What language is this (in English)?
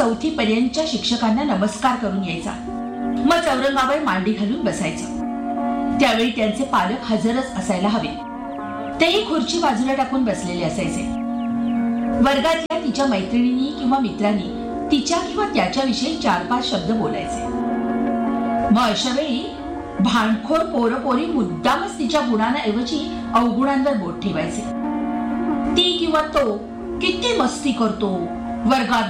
Marathi